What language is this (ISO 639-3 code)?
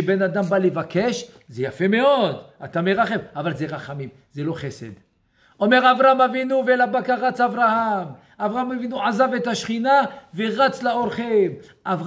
heb